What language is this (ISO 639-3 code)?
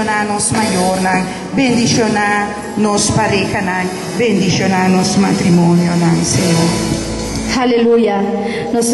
pap